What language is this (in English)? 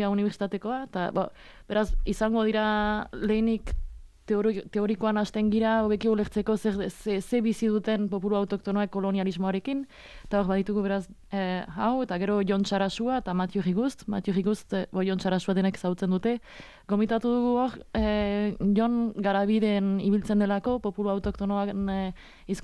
Basque